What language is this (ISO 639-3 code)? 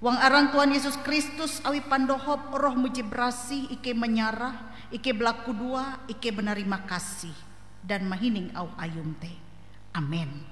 nij